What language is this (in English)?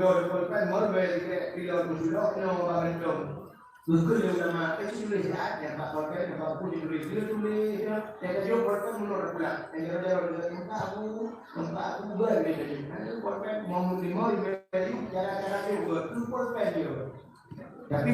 Achinese